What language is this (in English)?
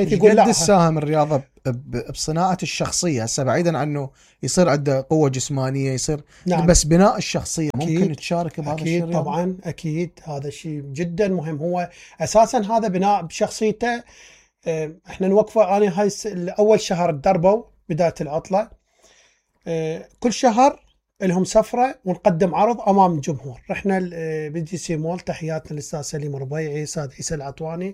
Mesopotamian Arabic